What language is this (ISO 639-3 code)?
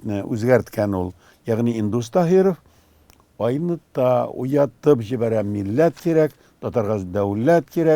tat